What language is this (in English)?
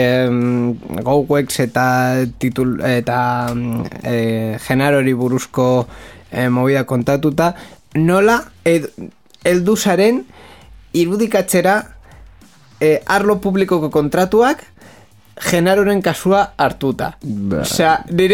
Basque